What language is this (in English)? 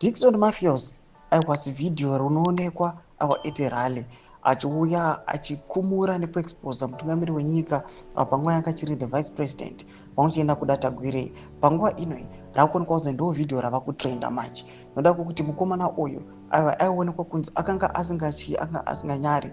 Shona